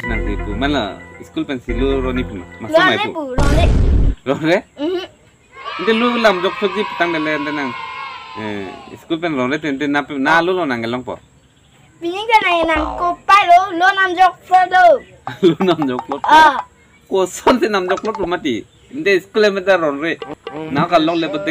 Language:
Karbi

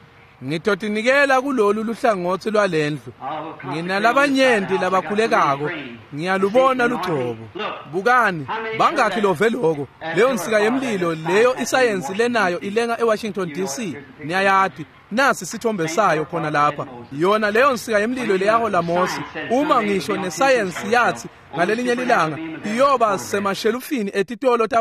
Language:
Swati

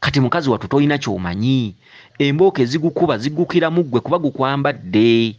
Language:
Ganda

